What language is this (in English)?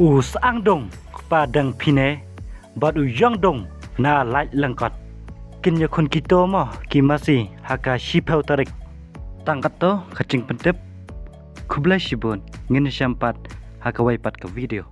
Khasi